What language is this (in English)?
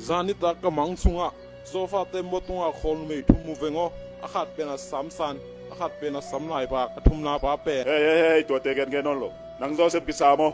Tedim Chin